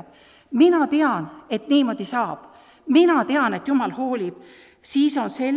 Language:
Estonian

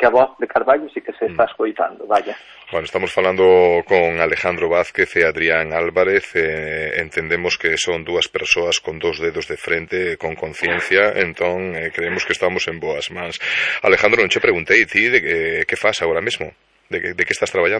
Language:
Galician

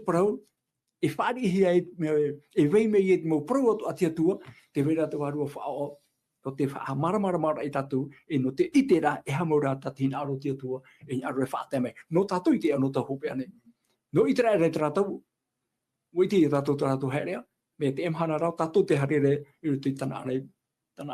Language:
Tahitian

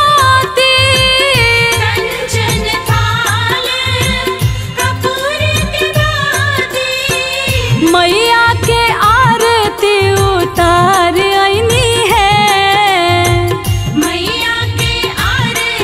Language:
Bhojpuri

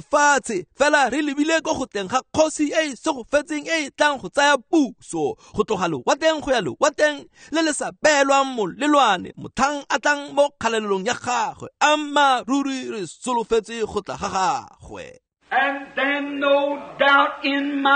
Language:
Tswana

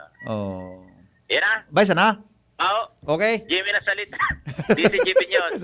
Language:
Bikol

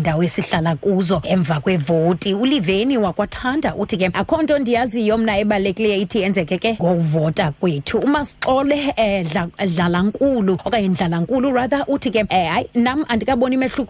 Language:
Xhosa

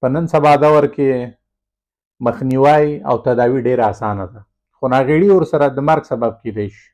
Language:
Pashto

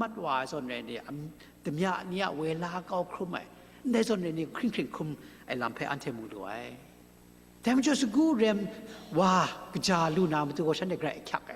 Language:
Kachin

